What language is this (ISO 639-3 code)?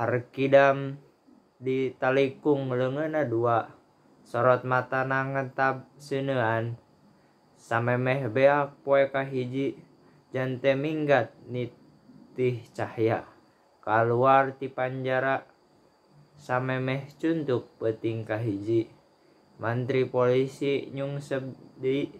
sun